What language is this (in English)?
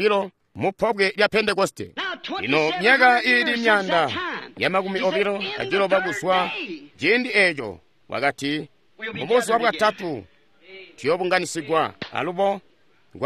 Tonga (Zambia)